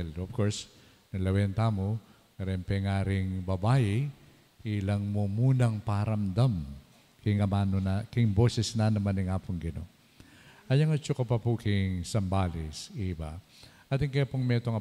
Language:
Pampanga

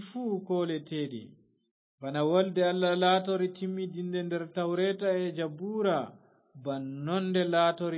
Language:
Fula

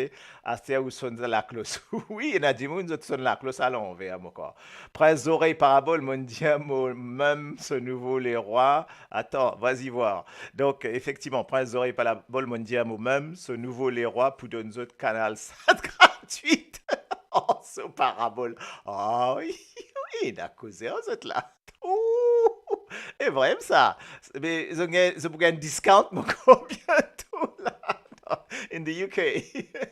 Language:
Morisyen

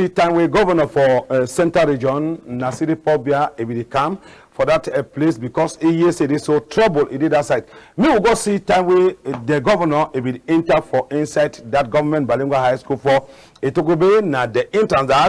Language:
Cameroon Pidgin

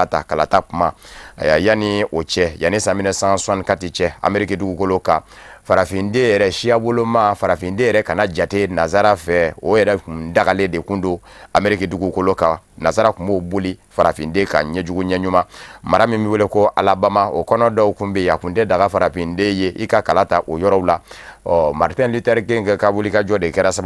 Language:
Bambara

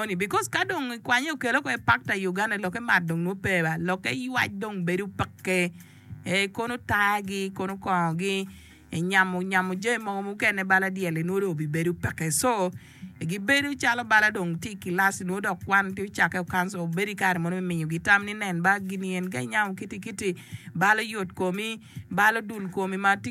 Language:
Acoli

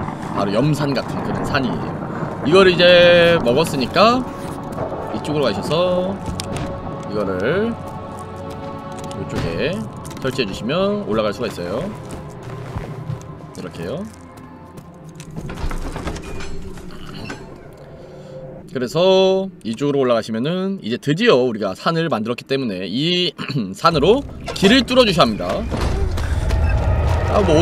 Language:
Korean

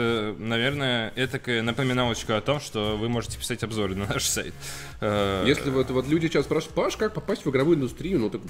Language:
Russian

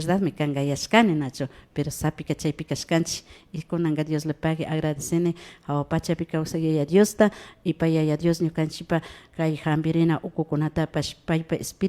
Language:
Imbabura Highland Quichua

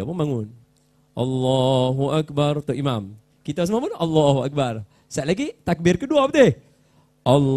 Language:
Malay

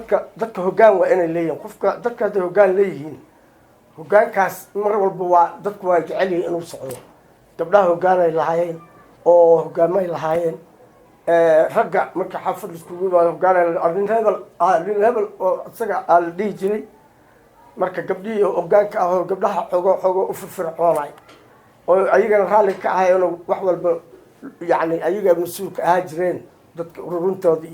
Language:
Somali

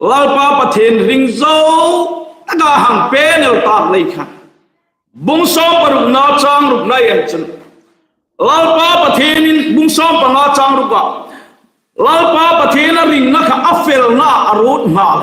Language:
Hmar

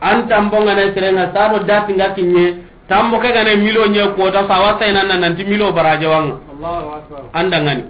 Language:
Soninke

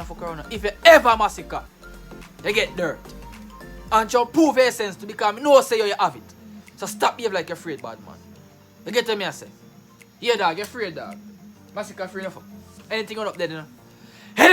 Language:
Jamaican Creole English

